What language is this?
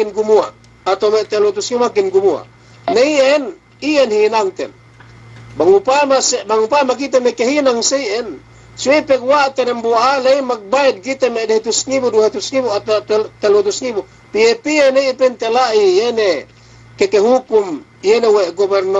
Yakan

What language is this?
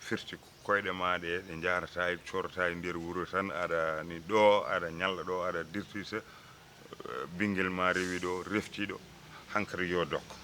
Fula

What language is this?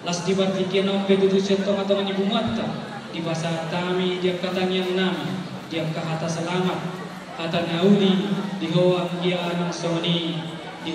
Batak Toba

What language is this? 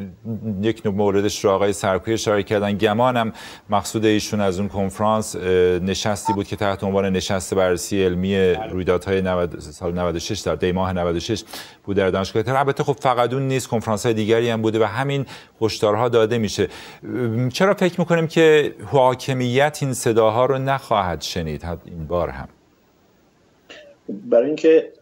Persian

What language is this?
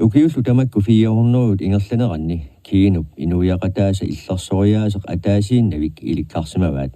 Kalaallisut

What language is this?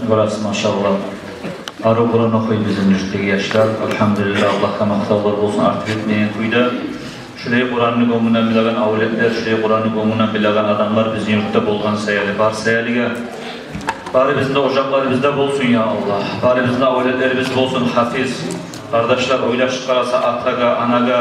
Kumyk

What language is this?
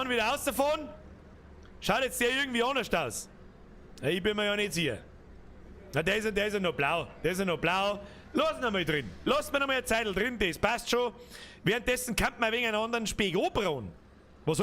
Bavarian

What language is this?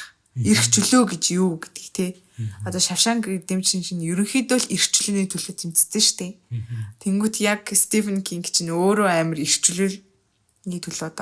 Mongolian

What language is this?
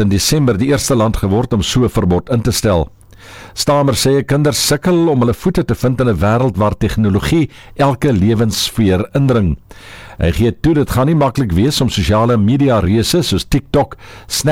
Afrikaans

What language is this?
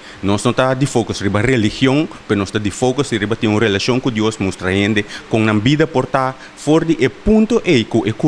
Papiamento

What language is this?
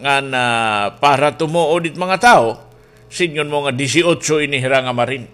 Waray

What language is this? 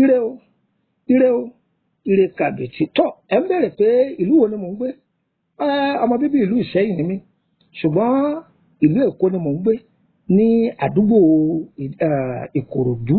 Yoruba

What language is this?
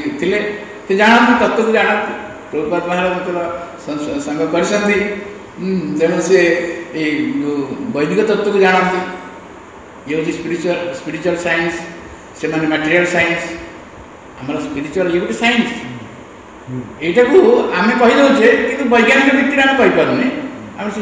Odia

